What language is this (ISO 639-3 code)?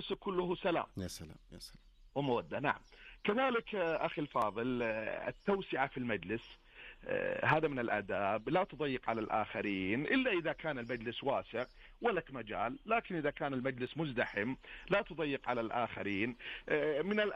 ars